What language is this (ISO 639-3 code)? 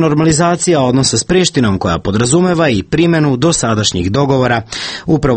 srp